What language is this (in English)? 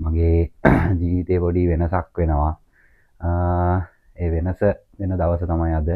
Sinhala